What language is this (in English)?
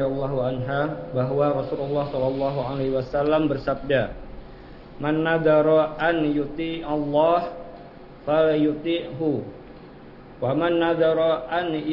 Indonesian